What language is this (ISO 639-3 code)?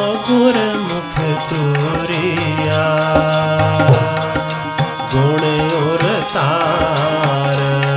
pan